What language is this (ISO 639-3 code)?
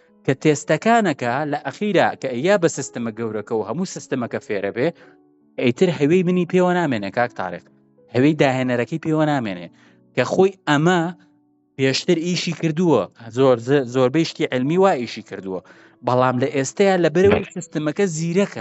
ckb